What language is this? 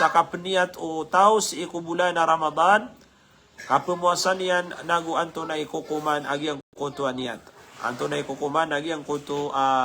Maranao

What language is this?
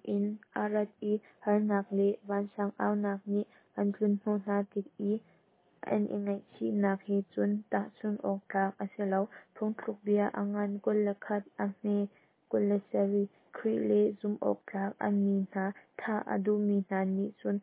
Hakha Chin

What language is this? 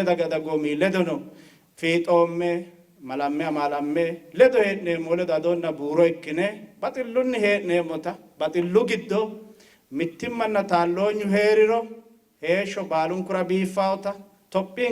Sidamo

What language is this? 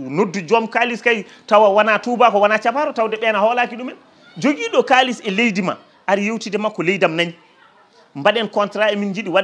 Fula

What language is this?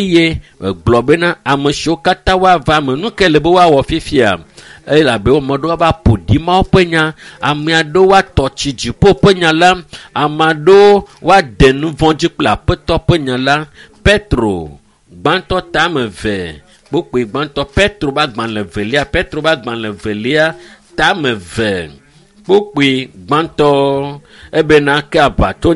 Ewe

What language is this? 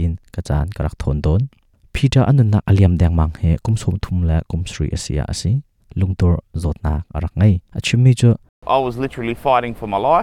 Hakha Chin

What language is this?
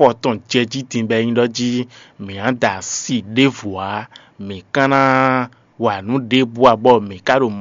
Fon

